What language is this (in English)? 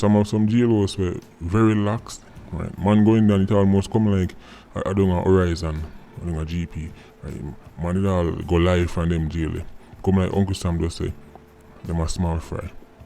Jamaican Creole English